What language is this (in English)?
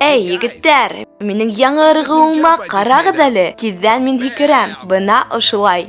Bashkir